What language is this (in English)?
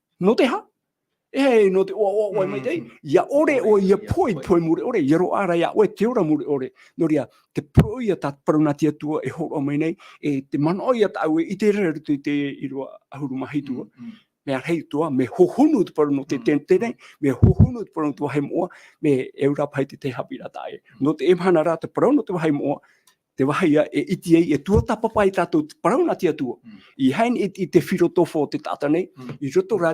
Tahitian